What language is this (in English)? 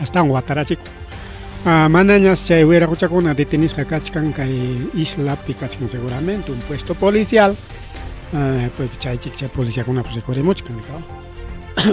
Ayacucho Quechua